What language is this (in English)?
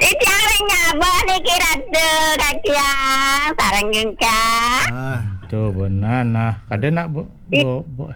Balinese